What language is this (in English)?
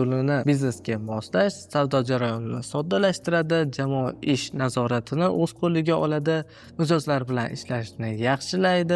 Uzbek